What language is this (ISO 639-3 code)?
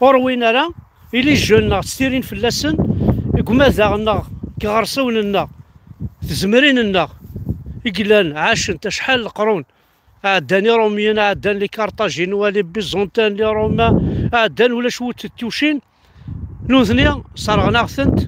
kab